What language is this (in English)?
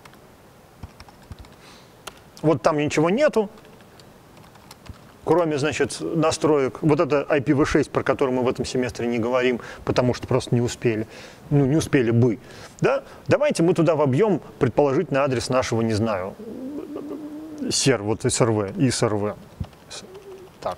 Russian